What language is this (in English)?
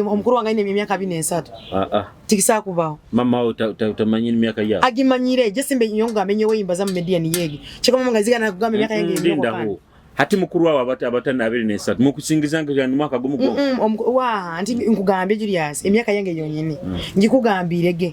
Nyoro